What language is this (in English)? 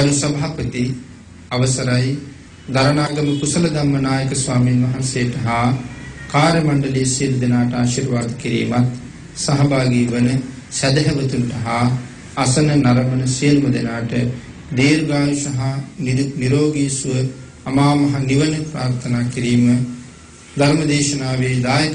Sinhala